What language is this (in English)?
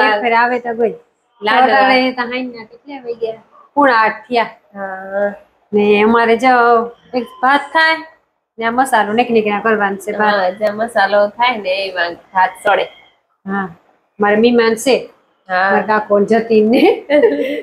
Gujarati